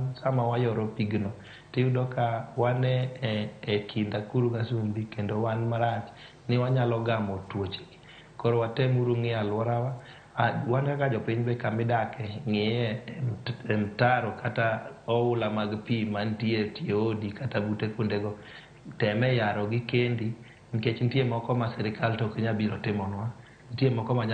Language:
Luo (Kenya and Tanzania)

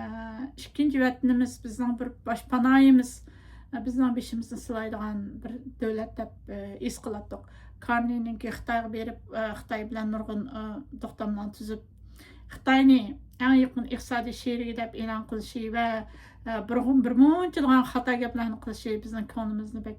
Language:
Uyghur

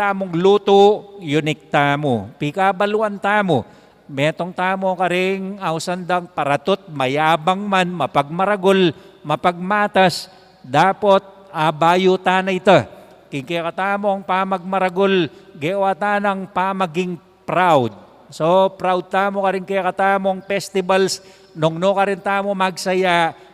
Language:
Pampanga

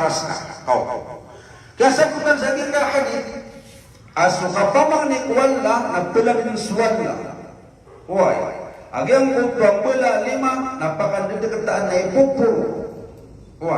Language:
Maranao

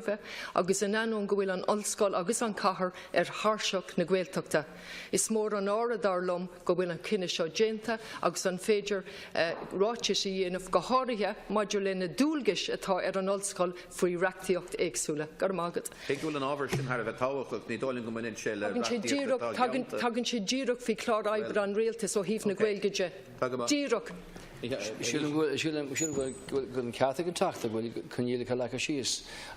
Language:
Irish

